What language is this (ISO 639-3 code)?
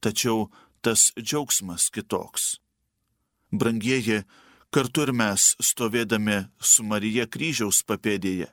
lit